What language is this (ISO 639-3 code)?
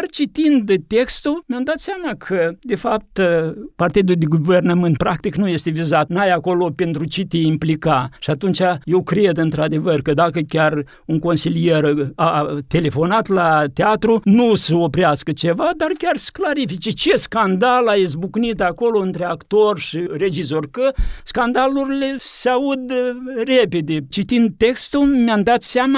ron